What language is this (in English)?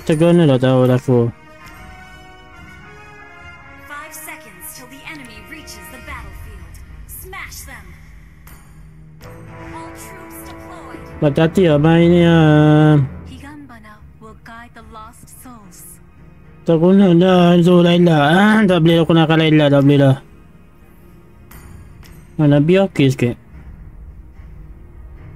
Malay